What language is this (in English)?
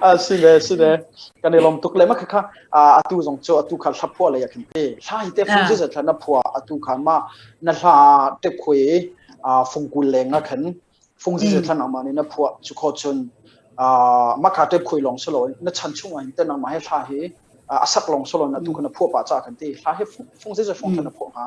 Hakha Chin